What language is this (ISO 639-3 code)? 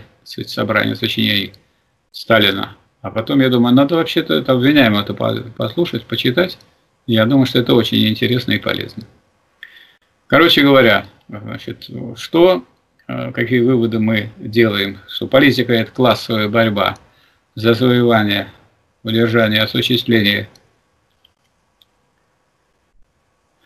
rus